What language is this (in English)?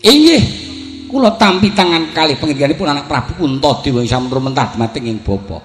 Javanese